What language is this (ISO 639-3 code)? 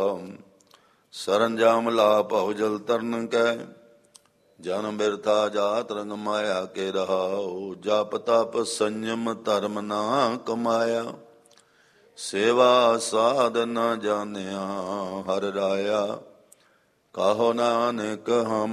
pan